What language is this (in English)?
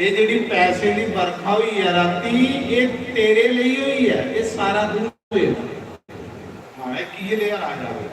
Dogri